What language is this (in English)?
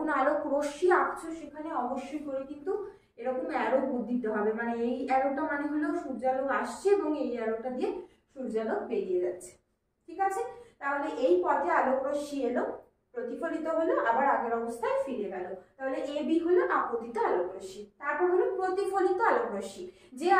Bangla